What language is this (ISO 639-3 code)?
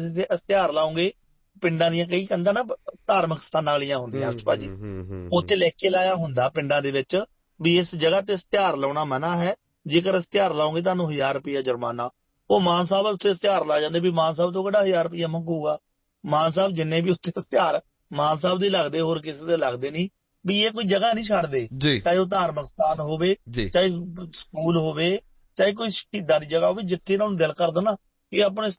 pan